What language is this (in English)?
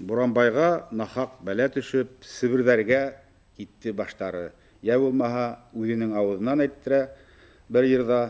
Bashkir